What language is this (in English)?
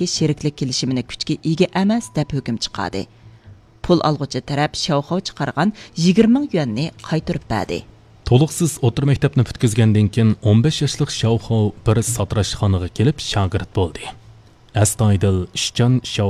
Uyghur